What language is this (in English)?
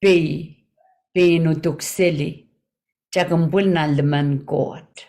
Pohnpeian